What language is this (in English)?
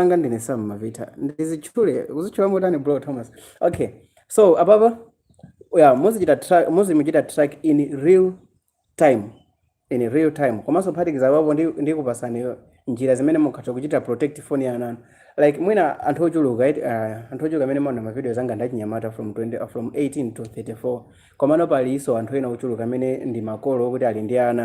Nyanja